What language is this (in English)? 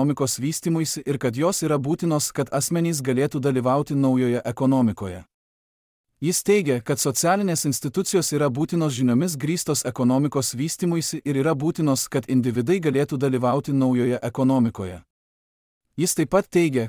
Lithuanian